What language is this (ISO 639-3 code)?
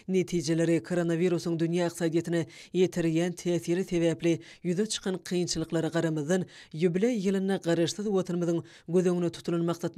tuk